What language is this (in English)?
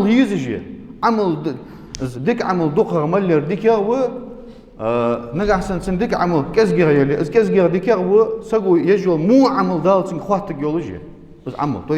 Ingush